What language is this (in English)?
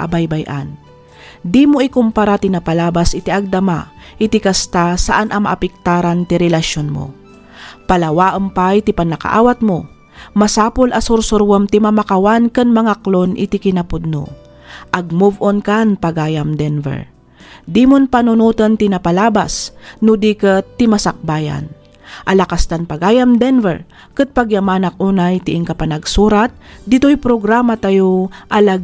Iloko